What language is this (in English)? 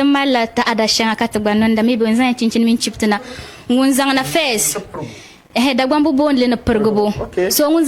Dagbani